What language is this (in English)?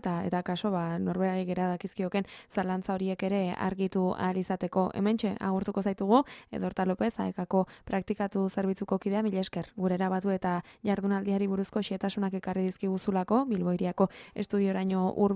Basque